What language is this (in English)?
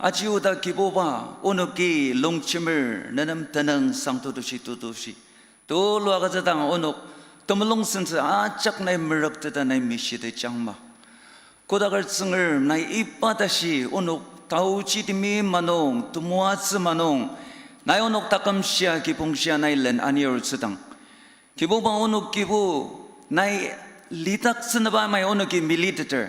Ao Naga